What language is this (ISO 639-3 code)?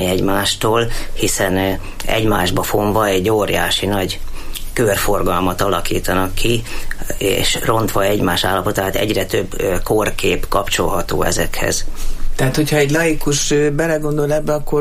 hun